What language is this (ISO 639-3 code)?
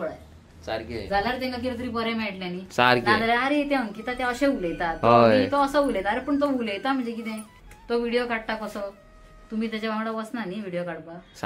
kok